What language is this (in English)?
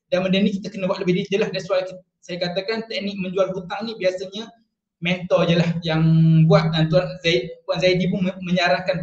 Malay